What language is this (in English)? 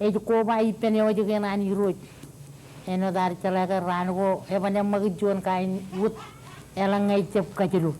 Marshallese